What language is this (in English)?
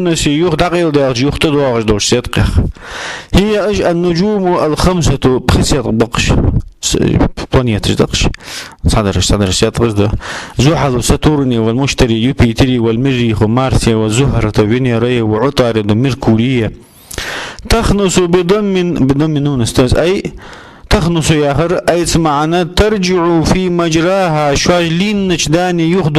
Ingush